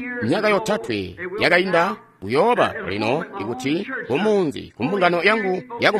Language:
Tonga (Zambia)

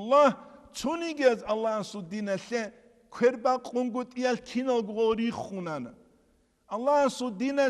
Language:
Avaric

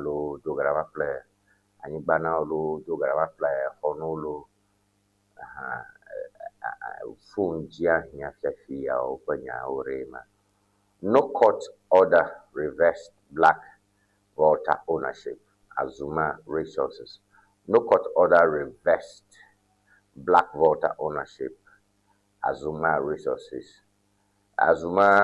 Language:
Ewe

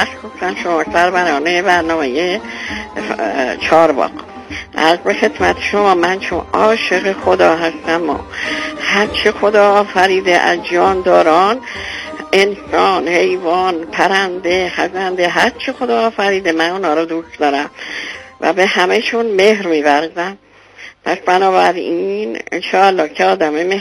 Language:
Persian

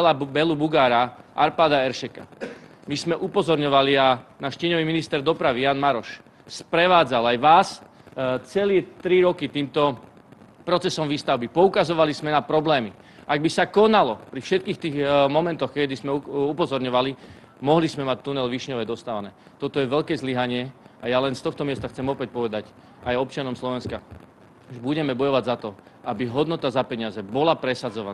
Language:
Slovak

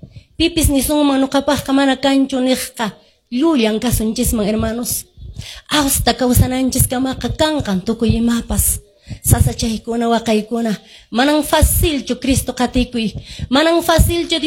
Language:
Quechua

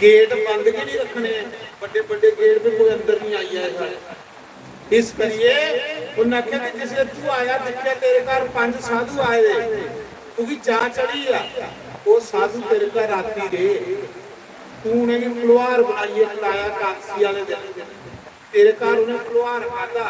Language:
Dogri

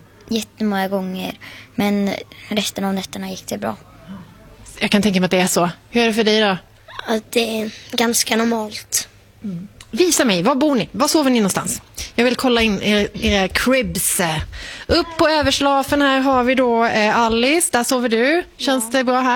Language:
Swedish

